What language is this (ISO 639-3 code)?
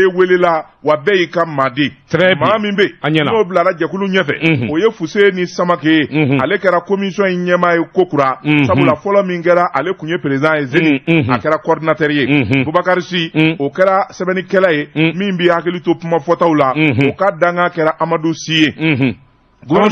bam